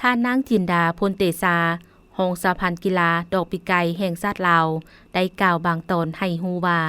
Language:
Lao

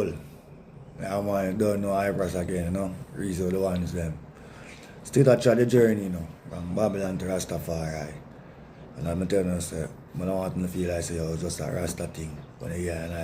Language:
Jamaican Creole English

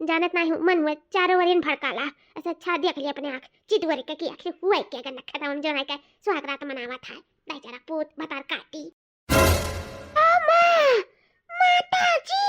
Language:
Awadhi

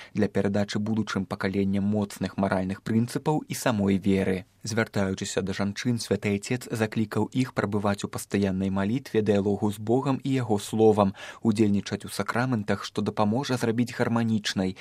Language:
Belarusian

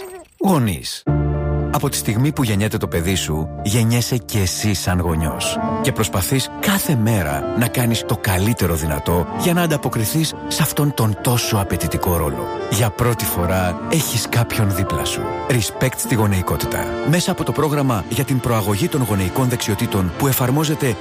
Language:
Greek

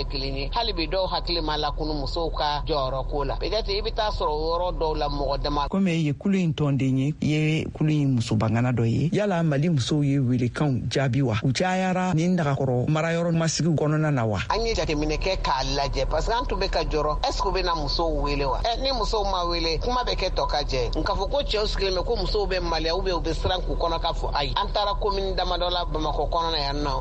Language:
Bambara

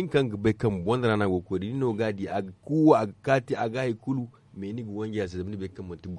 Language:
Zarma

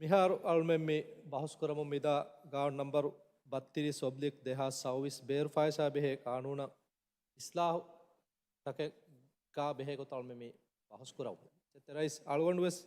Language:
Divehi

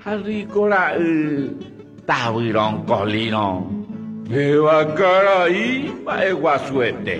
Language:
Guarani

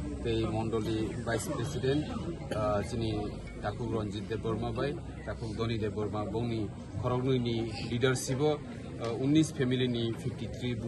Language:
Kok Borok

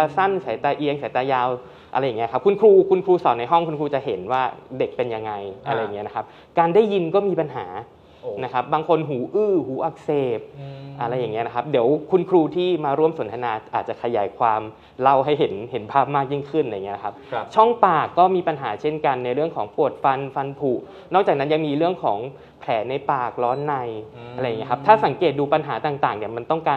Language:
Thai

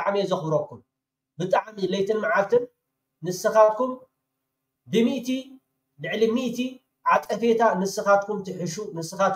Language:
Tigrinya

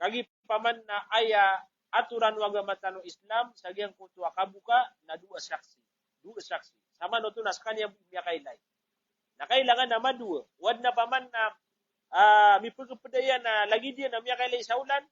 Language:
Maranao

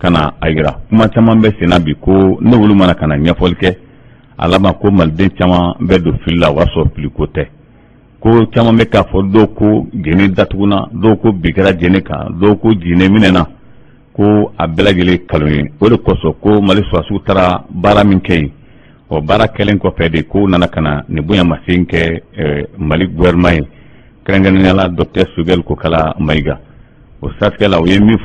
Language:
Bambara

